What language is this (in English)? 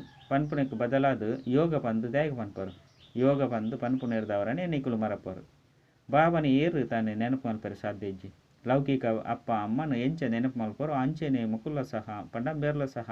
Tulu